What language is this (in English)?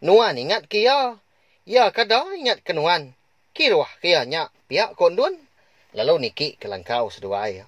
Iban